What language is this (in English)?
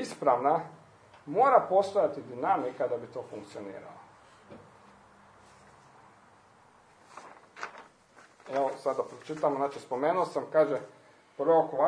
Croatian